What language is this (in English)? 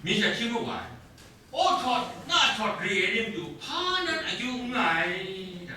Kachin